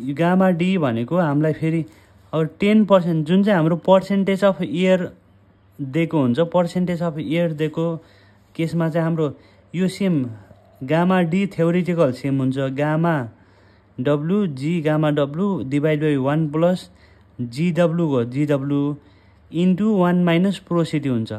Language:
Nepali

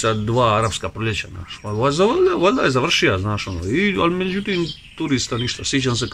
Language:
Croatian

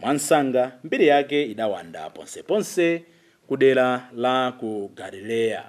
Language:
Nyanja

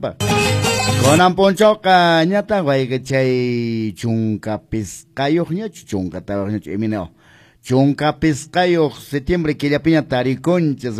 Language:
Quechua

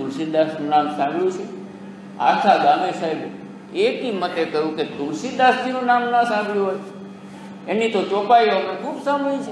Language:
Gujarati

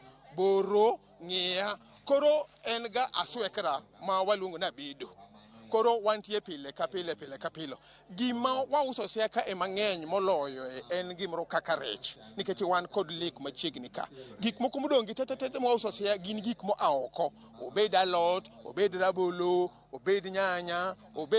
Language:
Luo (Kenya and Tanzania)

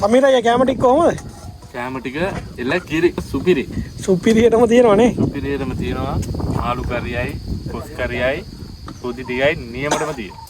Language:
Sinhala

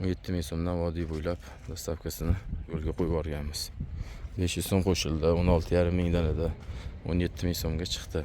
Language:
Uzbek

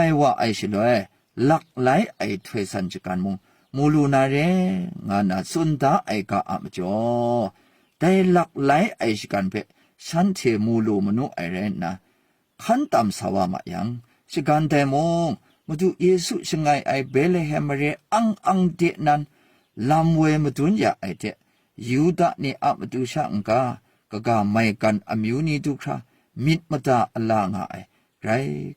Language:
Kachin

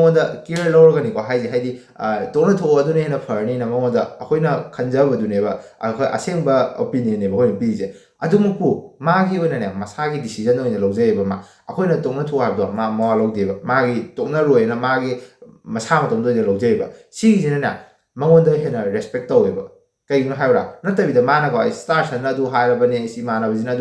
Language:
Manipuri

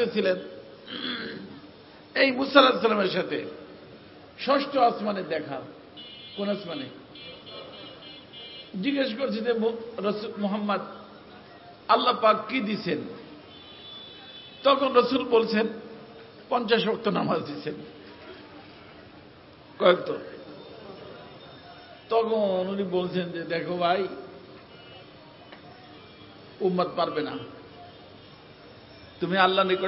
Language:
Bangla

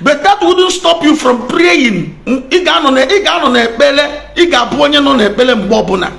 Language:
Igbo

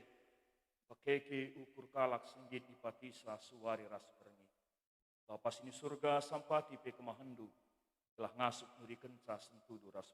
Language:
Batak Karo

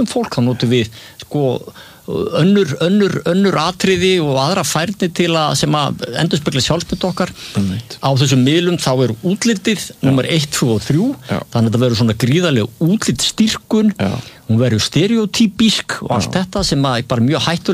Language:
Icelandic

